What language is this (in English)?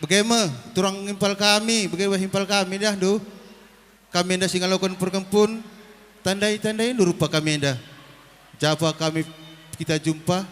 Batak Karo